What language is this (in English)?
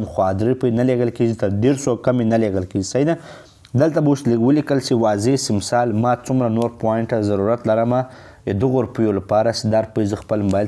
Pashto